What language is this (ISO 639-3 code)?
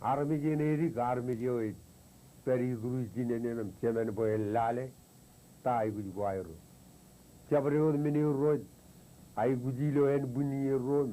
mah